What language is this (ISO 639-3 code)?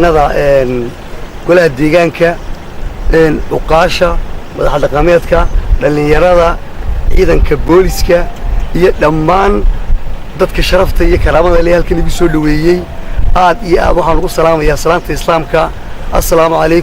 som